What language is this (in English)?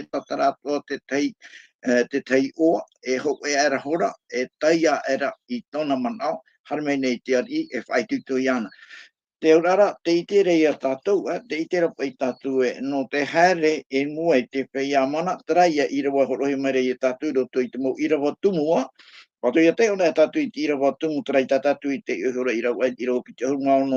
Tahitian